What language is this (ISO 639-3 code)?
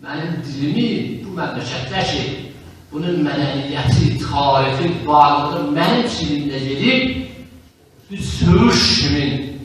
azb